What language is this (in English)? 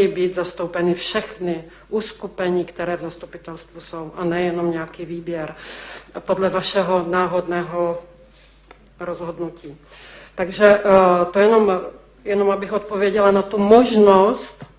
Czech